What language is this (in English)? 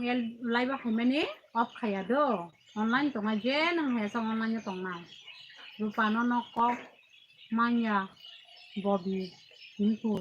Kok Borok